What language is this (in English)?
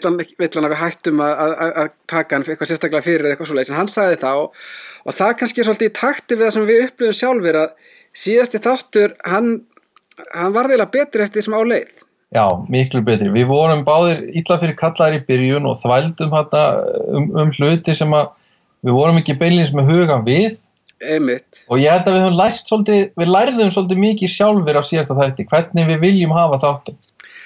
Icelandic